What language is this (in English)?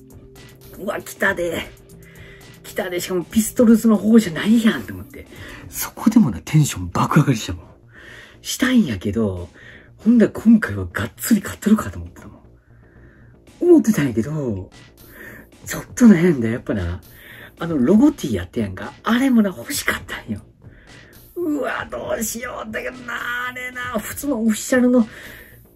Japanese